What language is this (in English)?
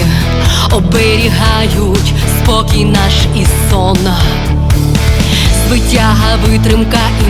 Ukrainian